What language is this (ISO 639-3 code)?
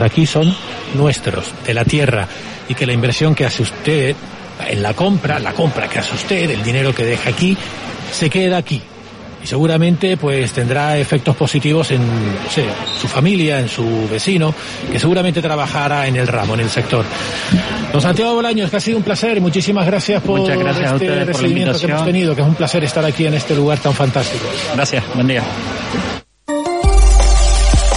spa